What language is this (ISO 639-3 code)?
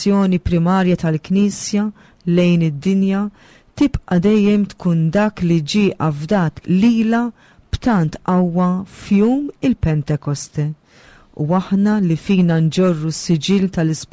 mlt